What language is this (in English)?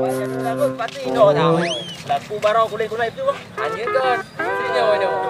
Achinese